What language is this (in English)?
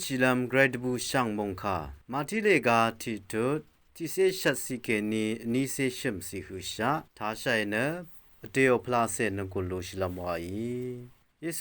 Rawang